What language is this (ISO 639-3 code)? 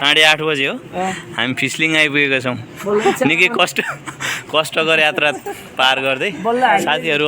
nep